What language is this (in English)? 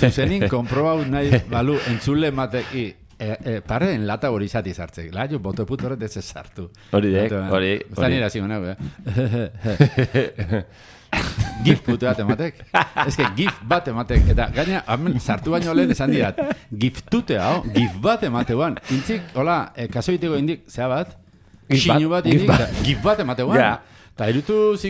Basque